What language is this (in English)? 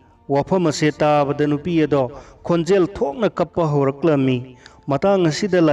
Manipuri